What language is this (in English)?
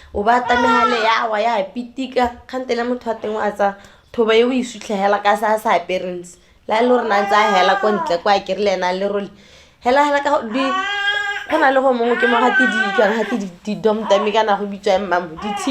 Tswana